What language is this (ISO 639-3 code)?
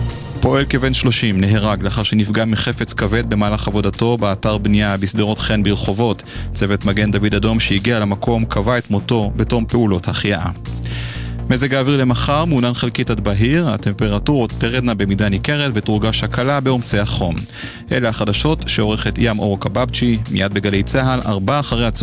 heb